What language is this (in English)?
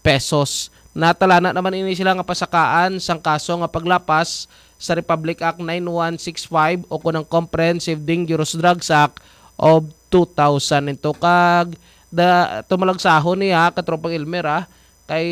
Hiligaynon